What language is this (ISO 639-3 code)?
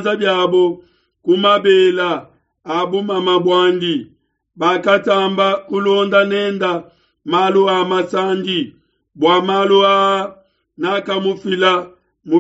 lua